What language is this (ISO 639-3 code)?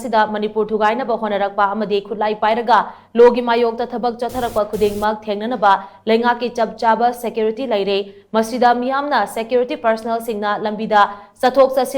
mni